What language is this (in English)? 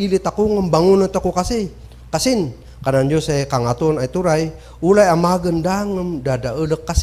Kankanaey